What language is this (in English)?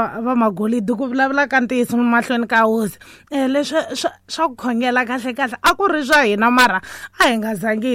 Tsonga